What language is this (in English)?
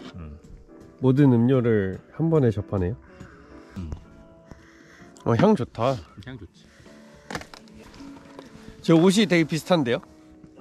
Korean